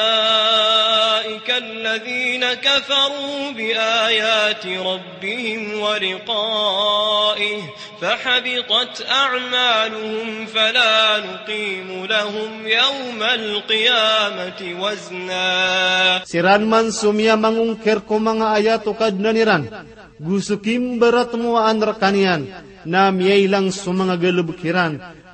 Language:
Maranao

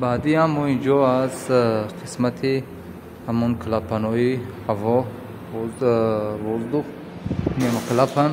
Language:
Tajik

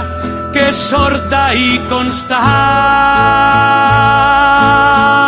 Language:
Catalan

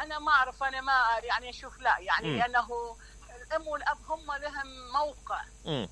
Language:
Mesopotamian Arabic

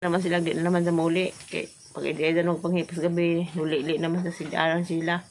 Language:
Cebuano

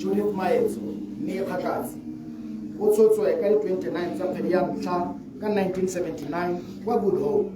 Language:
Tswana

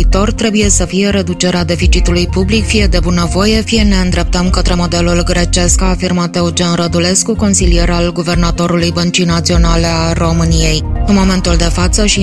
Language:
Romanian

